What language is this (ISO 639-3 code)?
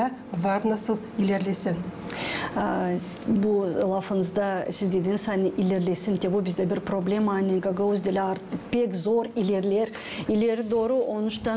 gag